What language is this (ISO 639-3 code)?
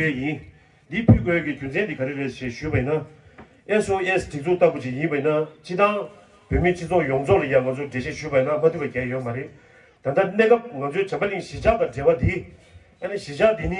bod